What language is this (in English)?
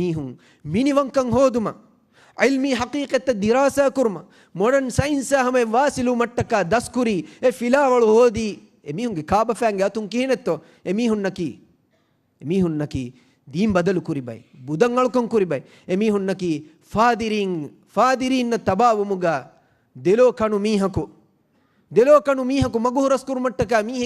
Divehi